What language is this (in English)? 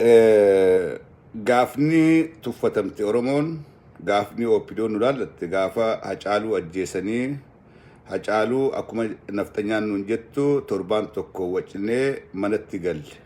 Oromo